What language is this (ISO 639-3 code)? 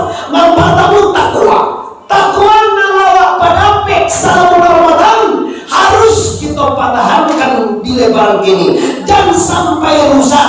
min